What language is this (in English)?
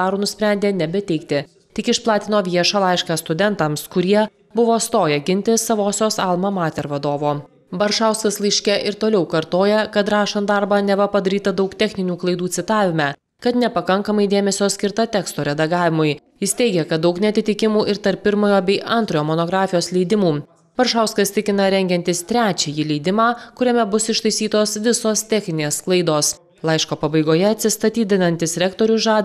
Lithuanian